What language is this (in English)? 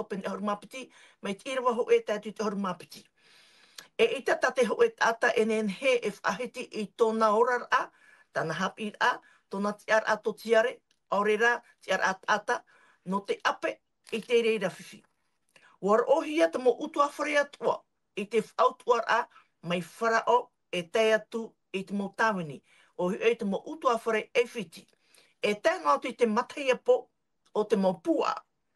Tahitian